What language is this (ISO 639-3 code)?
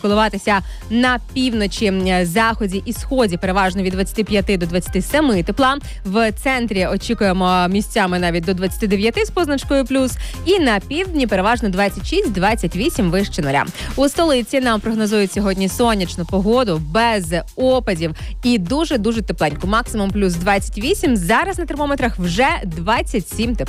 ukr